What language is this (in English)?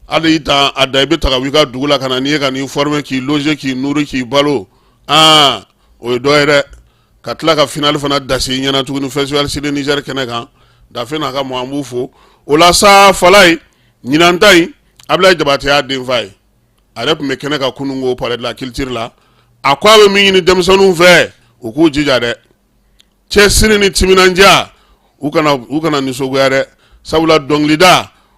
Bambara